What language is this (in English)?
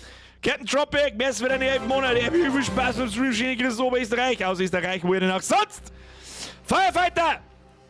Bavarian